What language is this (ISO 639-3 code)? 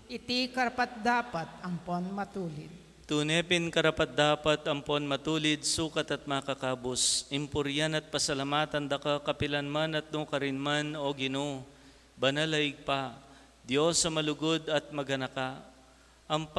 pam